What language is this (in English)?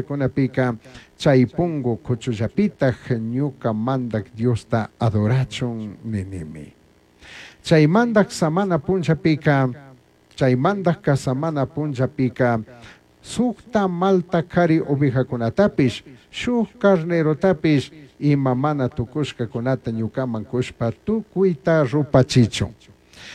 Chimborazo Highland Quichua